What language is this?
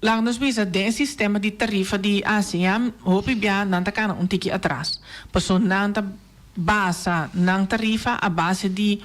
Papiamento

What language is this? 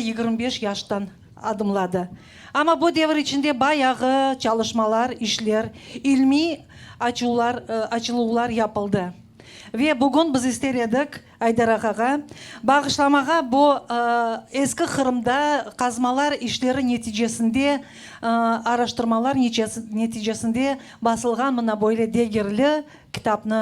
Crimean Tatar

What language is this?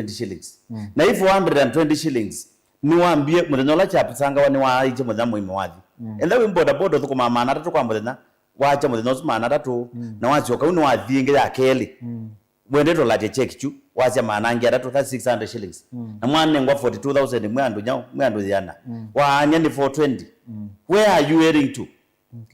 Kamba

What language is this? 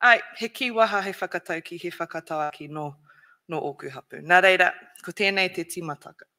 Māori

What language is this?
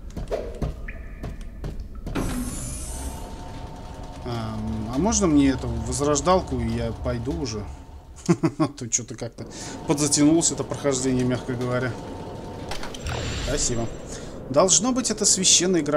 Russian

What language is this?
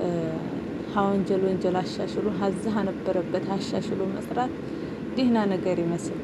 Amharic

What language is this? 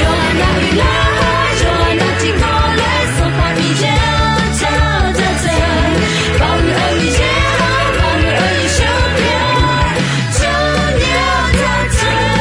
Akha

